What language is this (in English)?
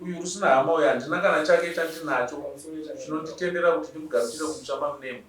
Shona